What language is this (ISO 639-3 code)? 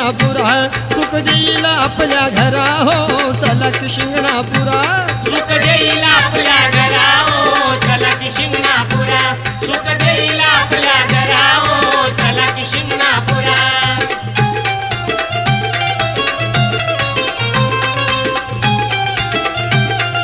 mar